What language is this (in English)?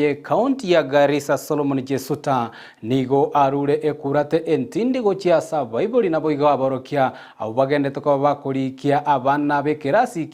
Gusii